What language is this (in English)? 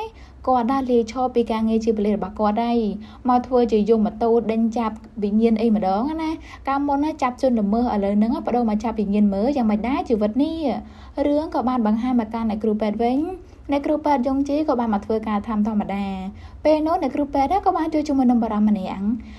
Khmer